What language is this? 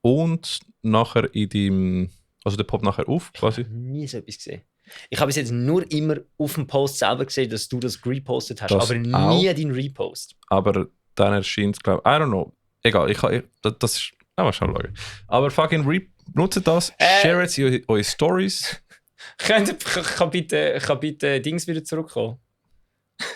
Swiss German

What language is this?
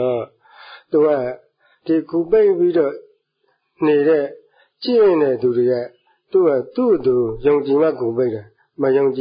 Burmese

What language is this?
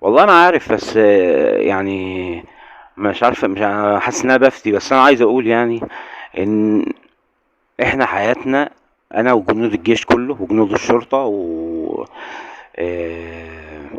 Egyptian Arabic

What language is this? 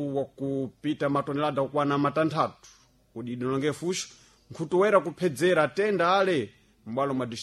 Sena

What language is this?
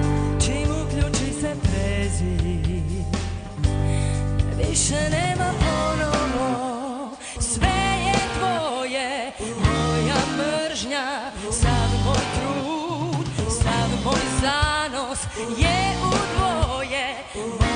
Croatian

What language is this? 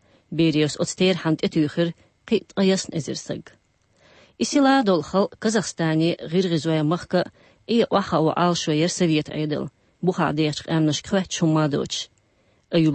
Chechen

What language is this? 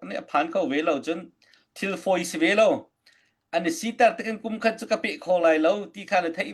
Hakha Chin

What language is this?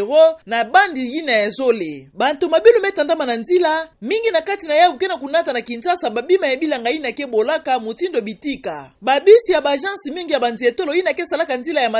Kituba (Democratic Republic of Congo)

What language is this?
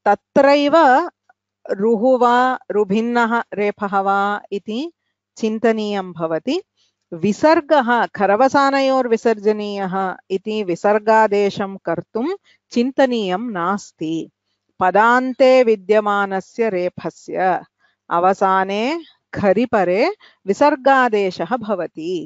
Sanskrit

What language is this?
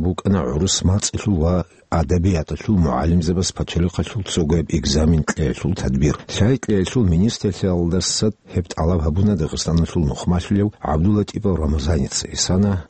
Avaric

